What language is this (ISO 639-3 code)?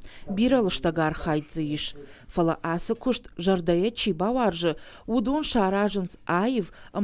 oss